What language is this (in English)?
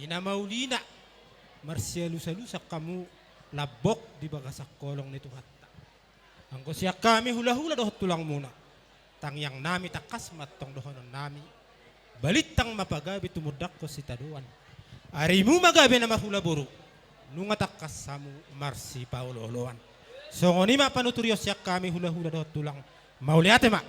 Batak Toba